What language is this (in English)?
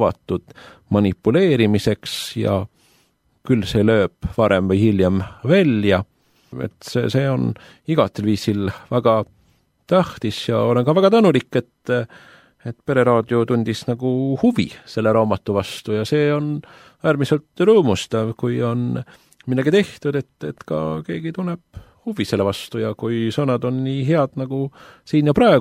Estonian